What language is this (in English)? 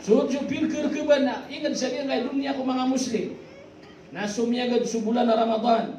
Maranao